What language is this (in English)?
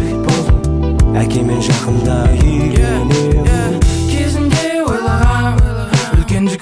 Kazakh